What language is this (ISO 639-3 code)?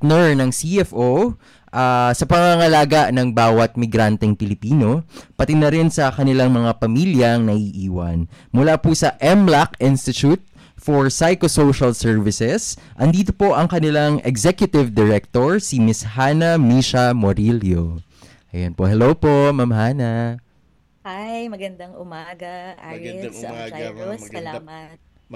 fil